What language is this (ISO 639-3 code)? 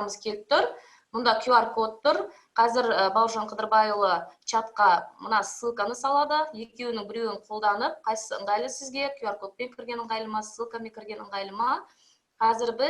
kaz